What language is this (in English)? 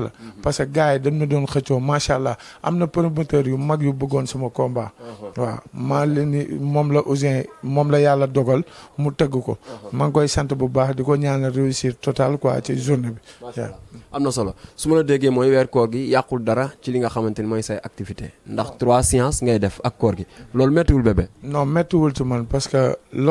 Wolof